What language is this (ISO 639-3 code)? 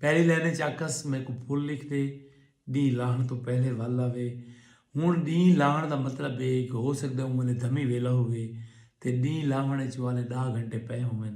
skr